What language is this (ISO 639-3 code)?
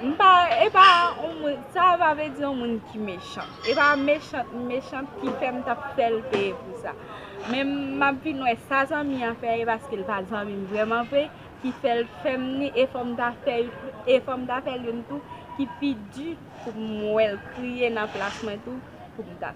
hat